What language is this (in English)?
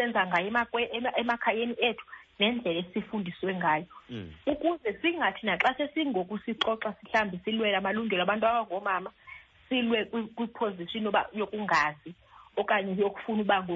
Xhosa